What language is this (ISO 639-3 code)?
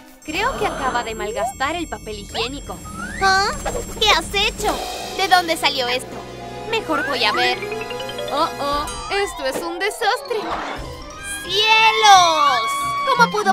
spa